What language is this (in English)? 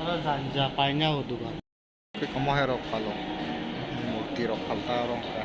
Kok Borok